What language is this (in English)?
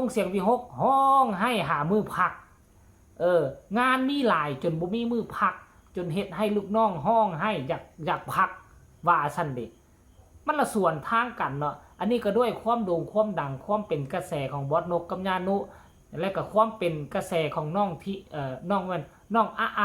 Northeastern Thai